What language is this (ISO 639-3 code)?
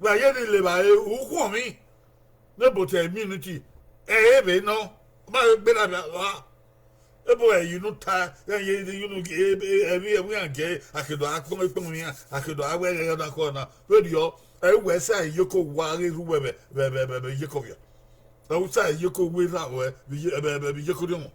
bin